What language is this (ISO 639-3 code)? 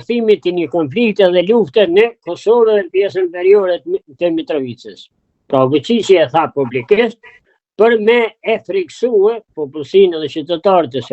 sqi